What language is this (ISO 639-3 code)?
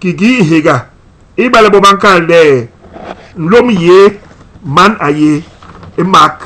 bas